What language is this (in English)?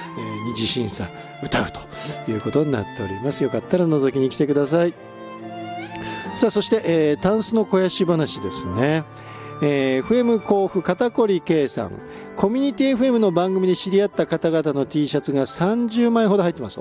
Japanese